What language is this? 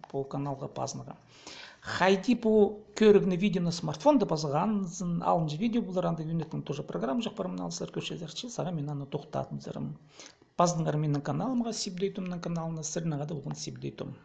Khakas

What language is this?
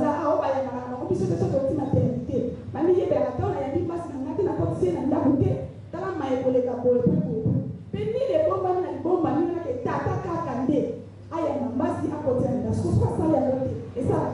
Lingala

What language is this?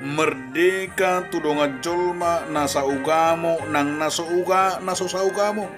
Batak Toba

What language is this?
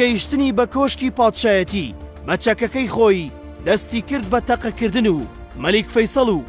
Central Kurdish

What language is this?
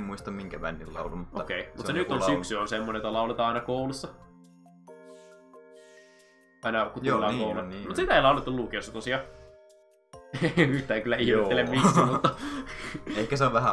Finnish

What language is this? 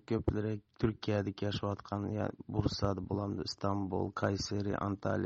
Uyghur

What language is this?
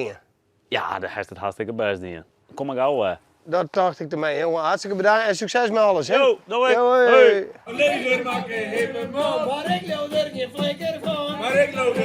Western Frisian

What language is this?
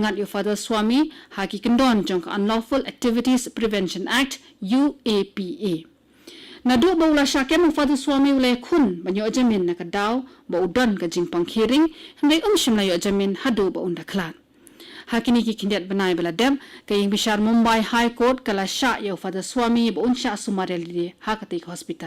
Khasi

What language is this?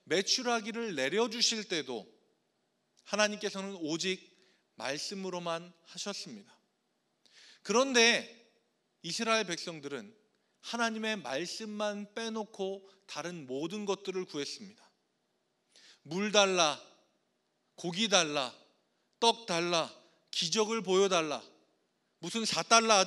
Korean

